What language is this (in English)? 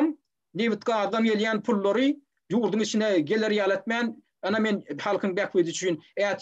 Turkmen